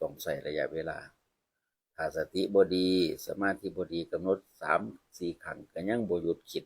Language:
Northeastern Thai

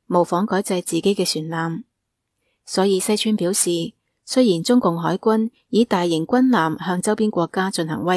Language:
Cantonese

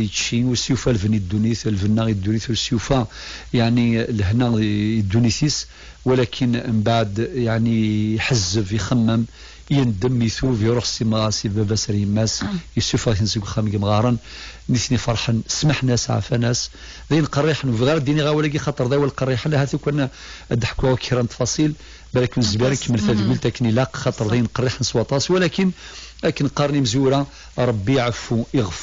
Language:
Kabyle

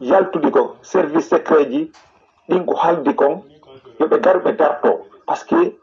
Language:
Fula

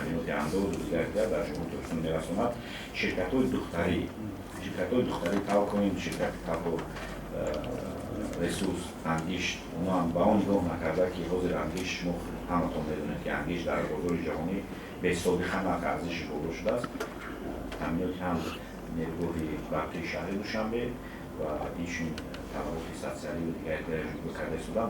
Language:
Tajik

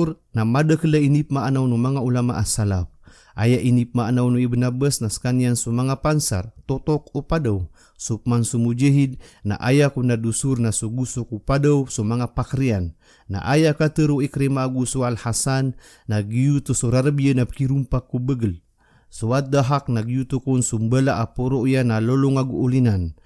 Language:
Maranao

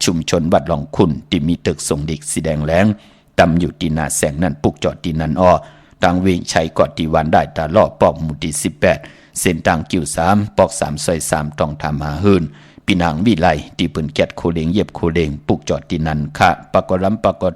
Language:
Shan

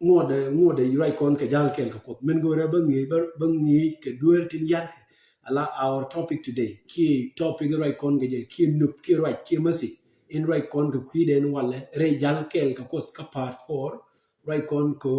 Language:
Nuer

